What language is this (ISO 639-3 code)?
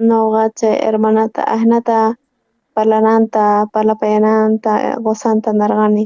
quh